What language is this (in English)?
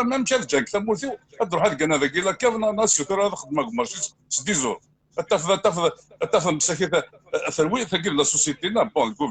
Kabyle